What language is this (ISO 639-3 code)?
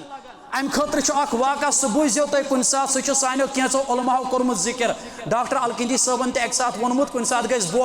kas